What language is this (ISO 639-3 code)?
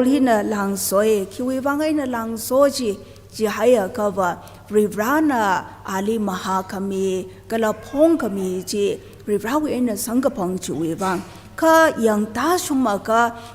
nmf